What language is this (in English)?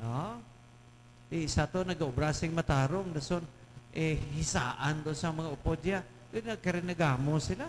Hiligaynon